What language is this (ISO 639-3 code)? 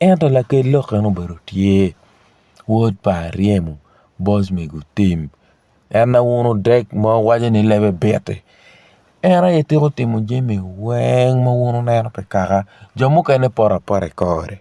ach